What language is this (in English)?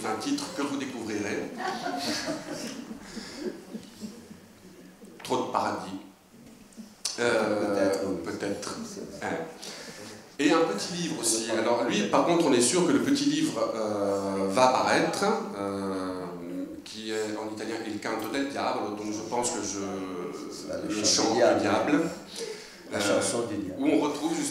French